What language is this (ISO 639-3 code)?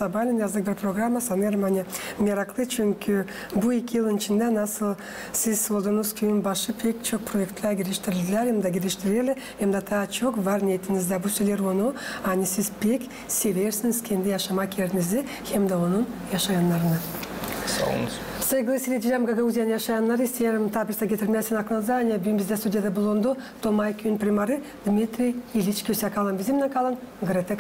gag